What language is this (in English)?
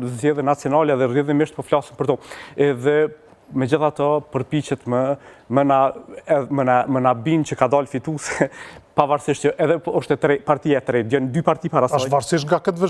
Albanian